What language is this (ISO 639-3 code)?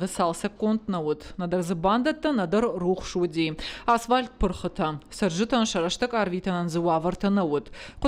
oss